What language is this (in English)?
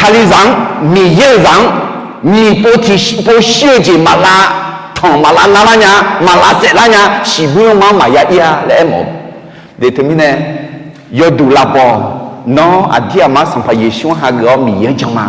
Akha